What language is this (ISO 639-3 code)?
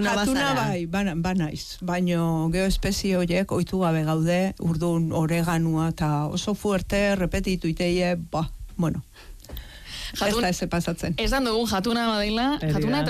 eus